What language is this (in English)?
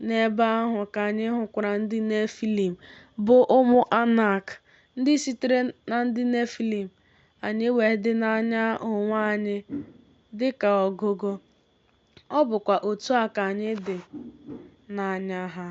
Igbo